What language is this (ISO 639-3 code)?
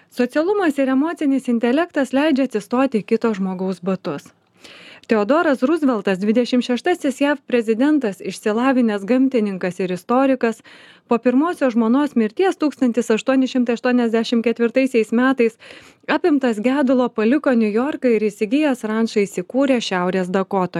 lit